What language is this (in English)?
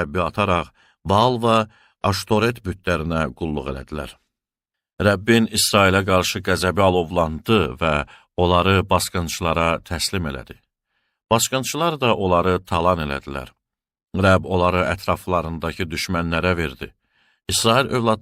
Azerbaijani